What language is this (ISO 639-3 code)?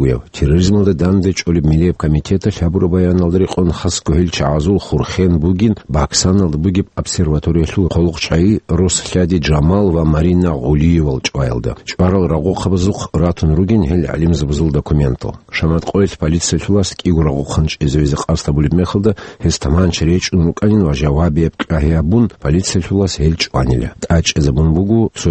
ava